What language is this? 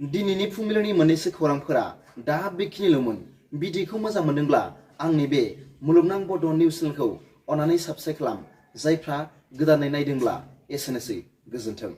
Bodo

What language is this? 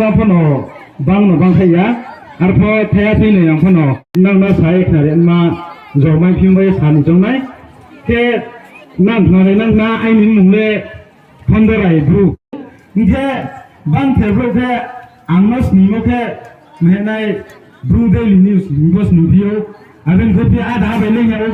Riang (India)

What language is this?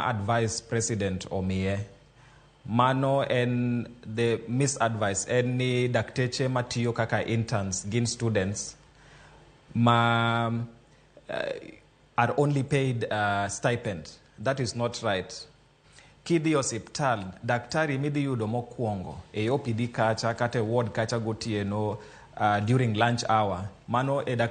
Luo (Kenya and Tanzania)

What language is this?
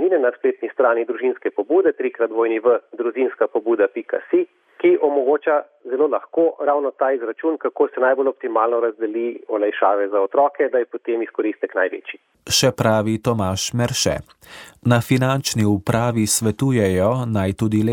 Slovenian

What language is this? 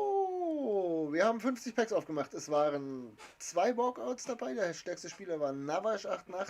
Bavarian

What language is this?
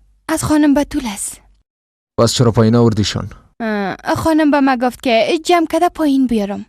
Persian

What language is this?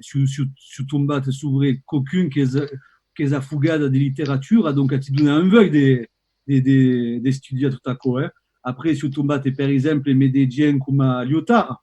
Occitan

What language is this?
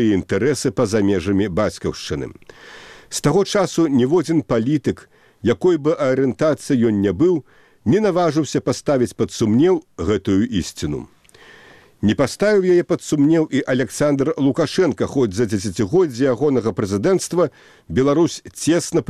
Belarusian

